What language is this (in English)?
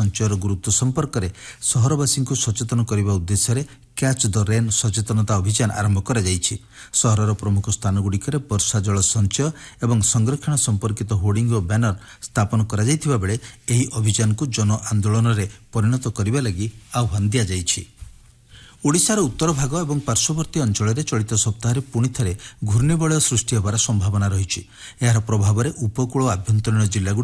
Odia